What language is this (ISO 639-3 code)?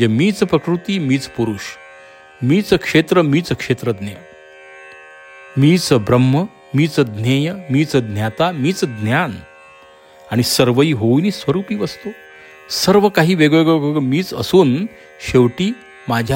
mar